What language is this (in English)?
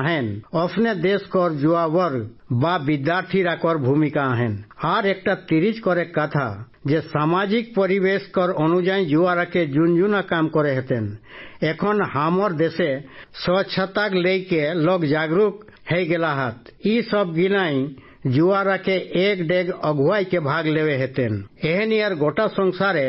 Sadri